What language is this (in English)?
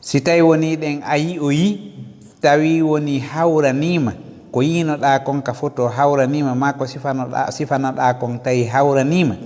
Fula